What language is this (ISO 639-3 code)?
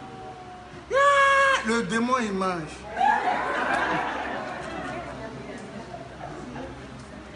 fra